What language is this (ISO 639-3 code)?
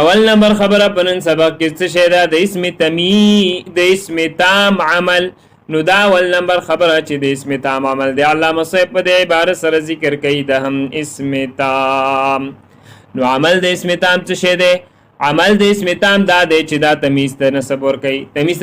pus